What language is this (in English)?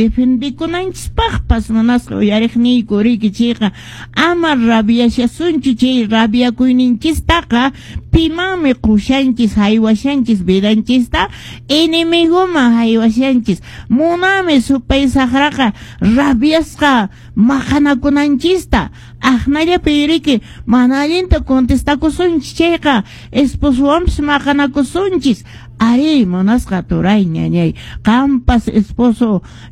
Quechua